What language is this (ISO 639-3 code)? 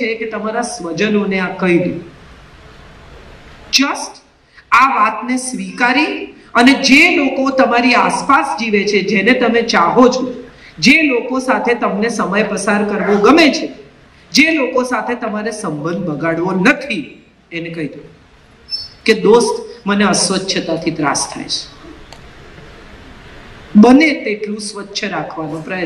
guj